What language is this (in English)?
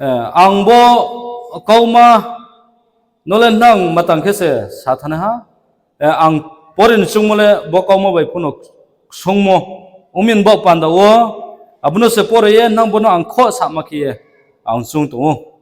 Riang (India)